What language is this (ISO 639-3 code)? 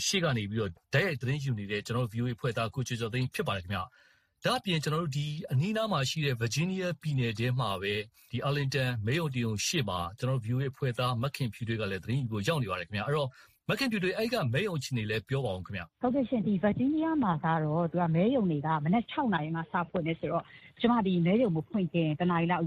mya